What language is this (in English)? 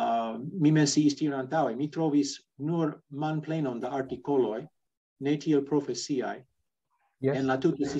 Esperanto